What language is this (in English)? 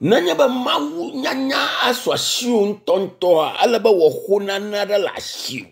Ewe